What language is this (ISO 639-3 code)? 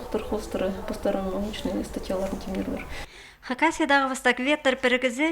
kjh